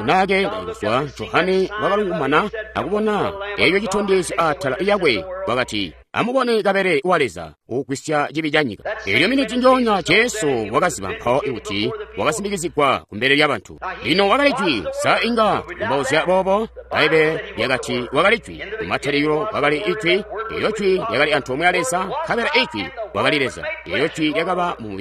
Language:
Tonga (Zambia)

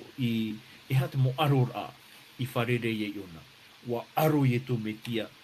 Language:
Tahitian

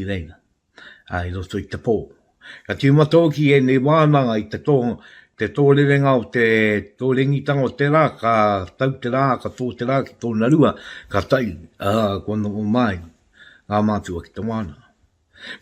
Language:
Māori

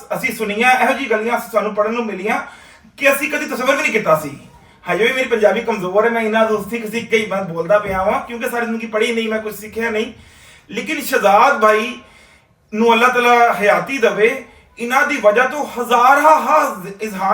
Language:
Western Panjabi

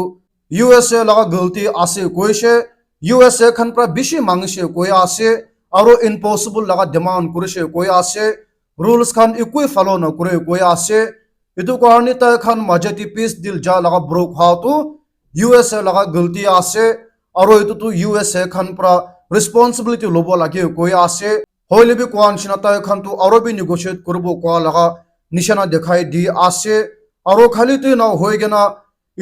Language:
Naga Pidgin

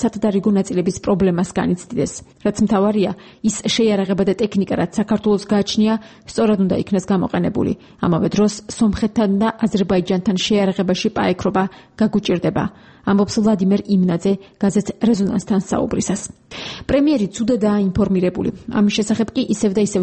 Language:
Georgian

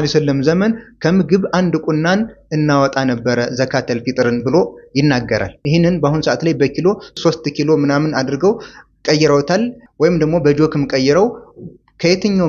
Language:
Amharic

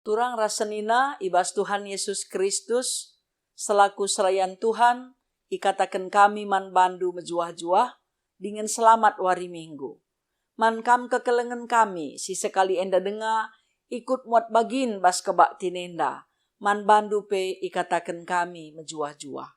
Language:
Batak Karo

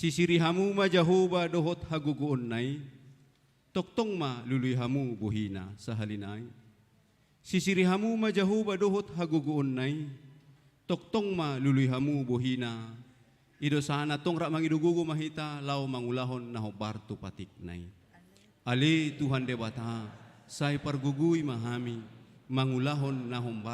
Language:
Batak Toba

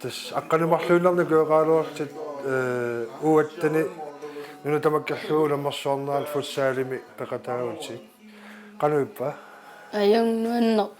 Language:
Kalaallisut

